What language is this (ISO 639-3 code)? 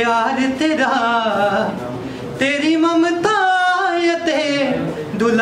pan